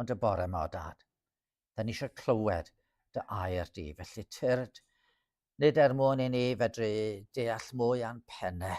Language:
Welsh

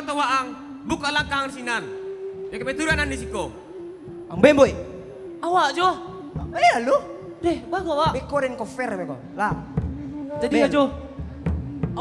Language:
Minangkabau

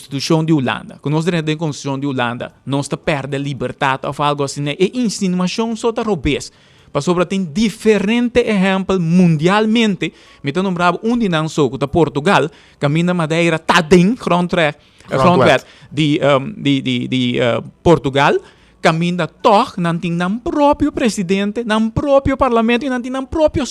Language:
Papiamento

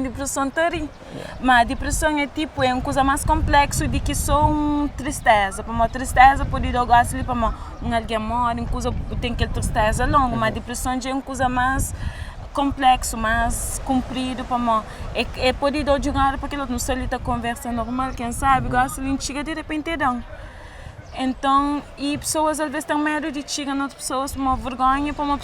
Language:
Kabuverdianu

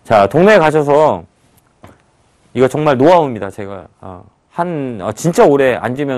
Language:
Korean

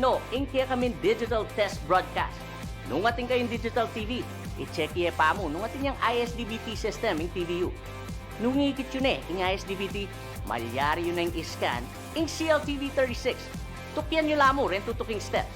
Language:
Pampanga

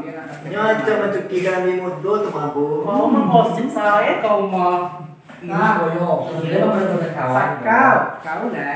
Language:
Minangkabau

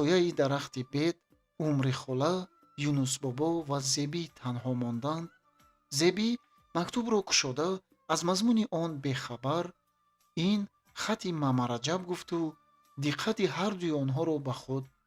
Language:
Tajik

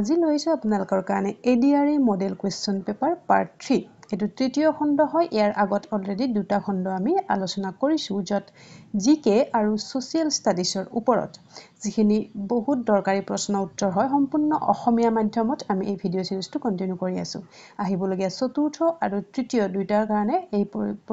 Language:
Assamese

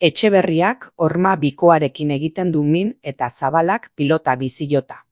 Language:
Basque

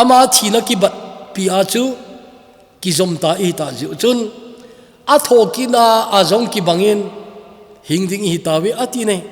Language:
Thado Chin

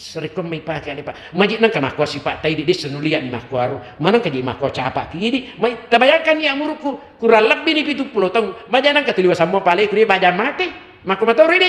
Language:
Buginese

